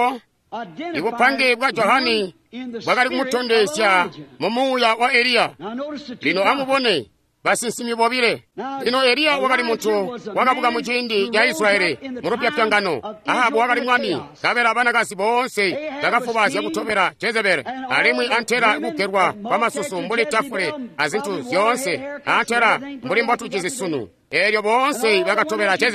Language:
Tonga (Zambia)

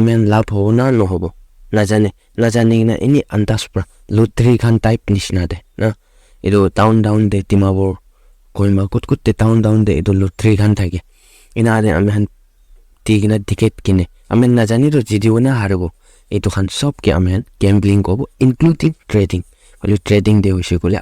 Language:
Naga Pidgin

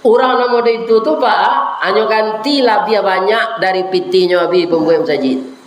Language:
Minangkabau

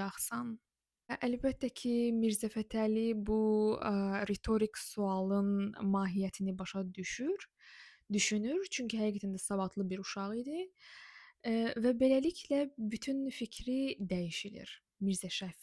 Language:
Azerbaijani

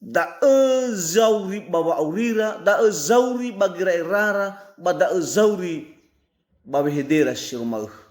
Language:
Nias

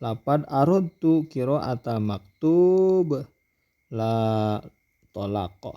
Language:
Sundanese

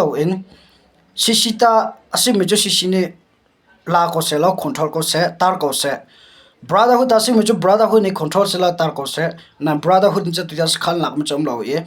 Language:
Hakha Chin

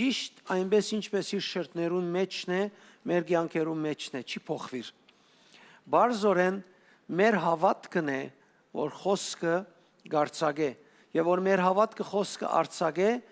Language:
Western Armenian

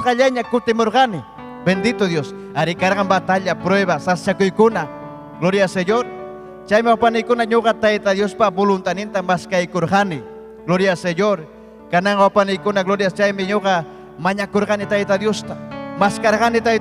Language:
Ayacucho Quechua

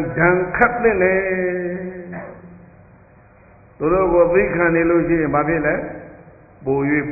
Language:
Burmese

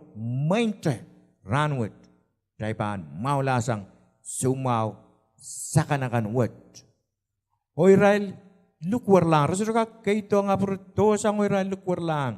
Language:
Pohnpeian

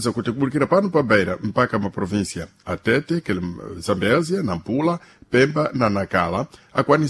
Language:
Sena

